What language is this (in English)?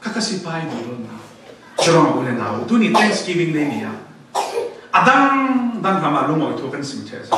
Falam Chin